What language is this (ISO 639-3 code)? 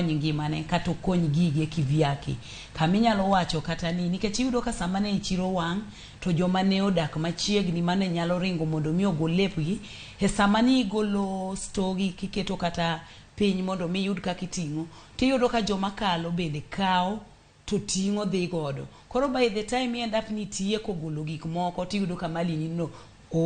luo